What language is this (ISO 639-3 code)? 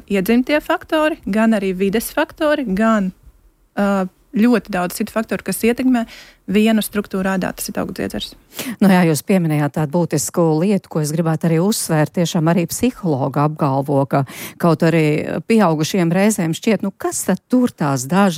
lav